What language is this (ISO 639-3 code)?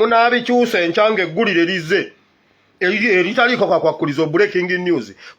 lug